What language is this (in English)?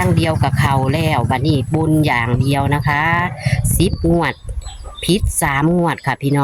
Northeastern Thai